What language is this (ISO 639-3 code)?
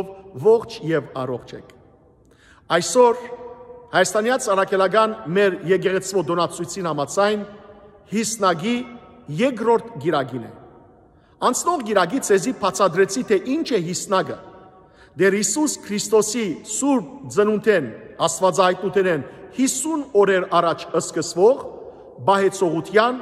hyw